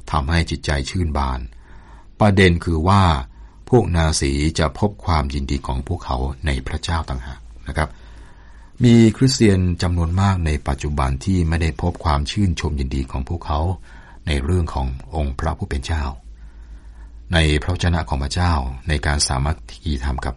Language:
Thai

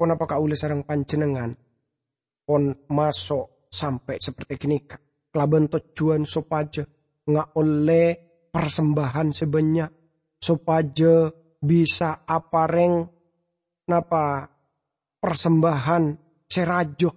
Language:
Madurese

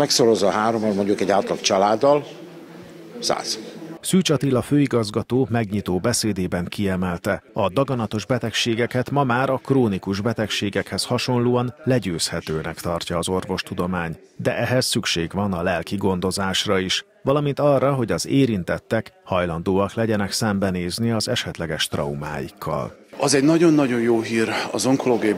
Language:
Hungarian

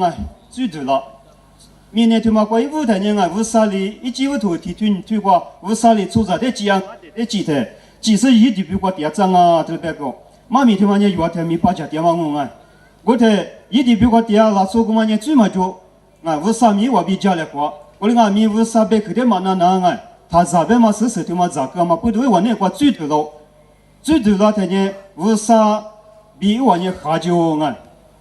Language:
Lisu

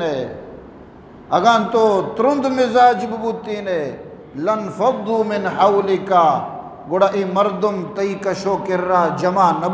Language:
Eastern Balochi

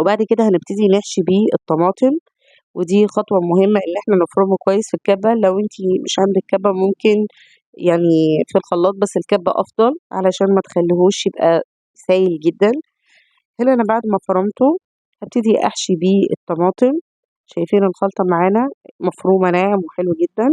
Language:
Egyptian Arabic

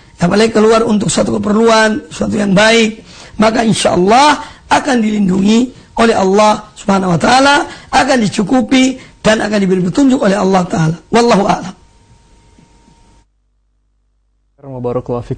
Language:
Indonesian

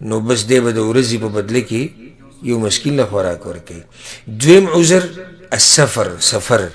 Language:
Pashto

